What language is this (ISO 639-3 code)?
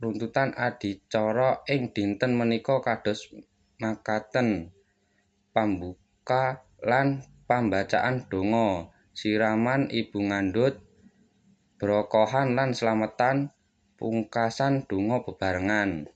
jav